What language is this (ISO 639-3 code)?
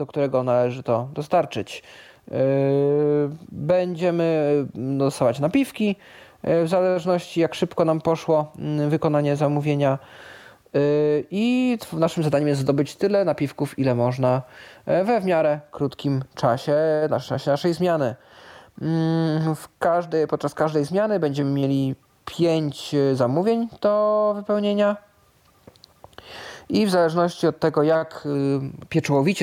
pol